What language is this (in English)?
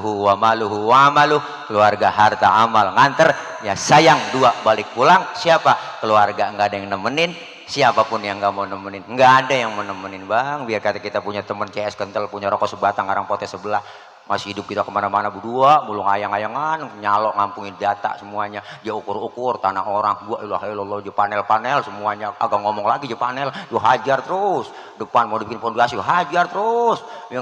Betawi